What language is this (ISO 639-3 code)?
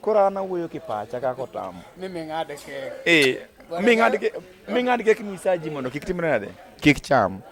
luo